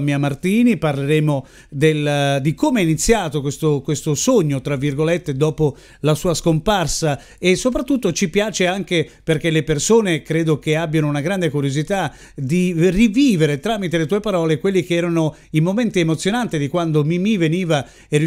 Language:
Italian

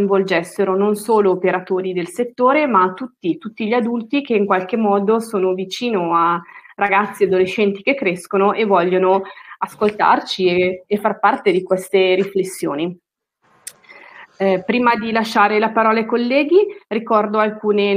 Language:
Italian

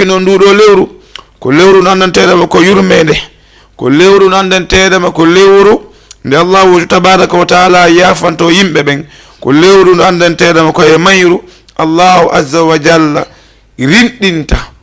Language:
Fula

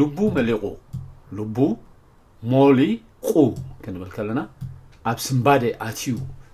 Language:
Tigrinya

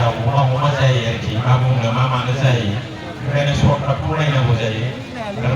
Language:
Bodo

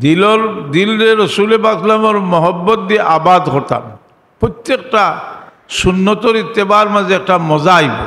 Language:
Sylheti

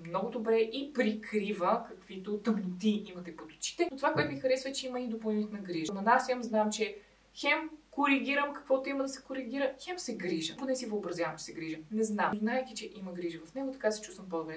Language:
Bulgarian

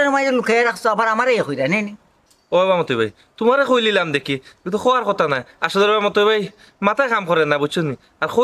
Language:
Sylheti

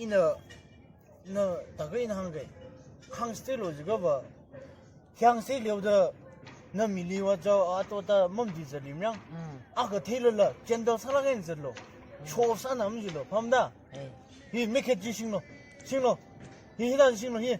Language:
Tangkhul Naga (India)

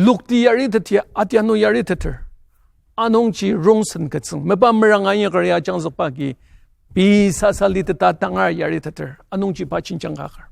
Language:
Ao Naga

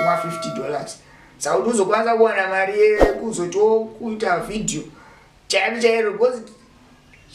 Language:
Shona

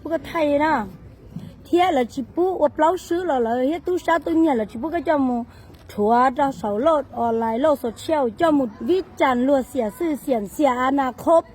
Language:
Hmong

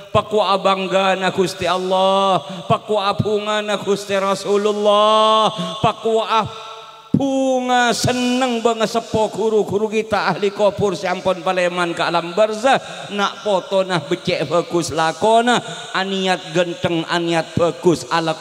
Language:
Madurese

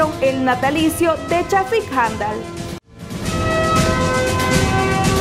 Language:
Spanish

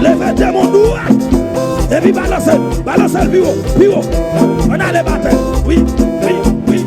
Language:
Haitian Creole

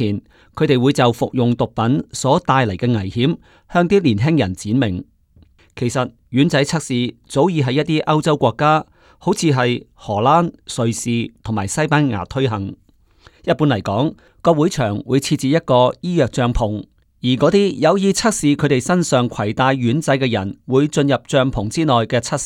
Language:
Cantonese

